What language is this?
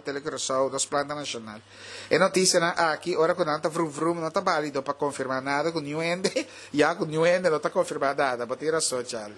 Papiamento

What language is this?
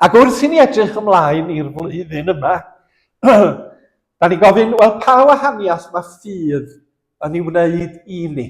Welsh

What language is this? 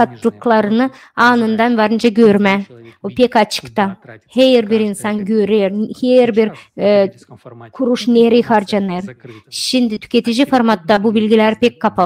Gagauz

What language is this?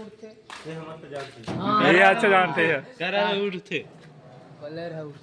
Chhattisgarhi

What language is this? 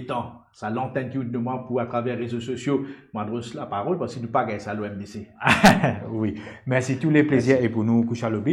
Morisyen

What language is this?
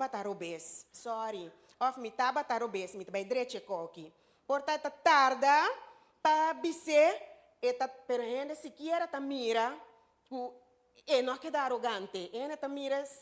Papiamento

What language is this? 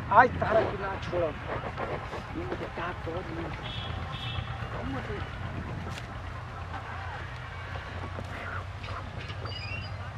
Bhojpuri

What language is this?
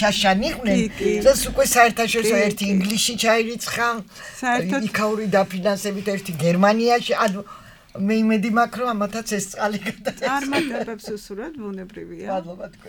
Georgian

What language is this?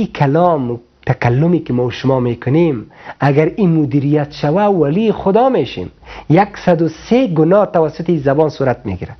Persian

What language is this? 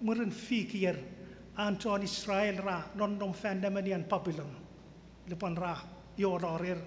Chuukese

